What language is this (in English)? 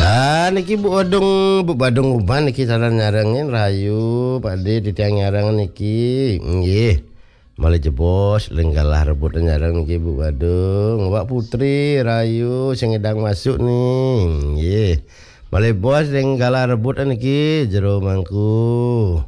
Balinese